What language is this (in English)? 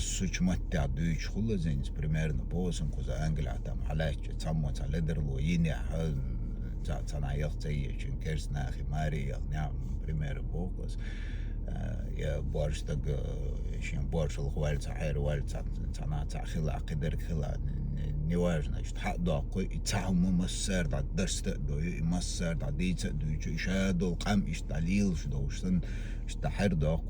Chechen